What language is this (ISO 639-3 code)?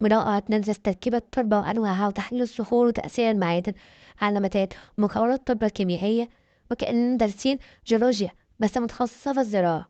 arz